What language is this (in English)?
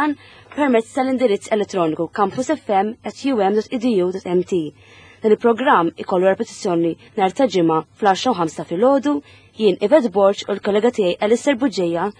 Maltese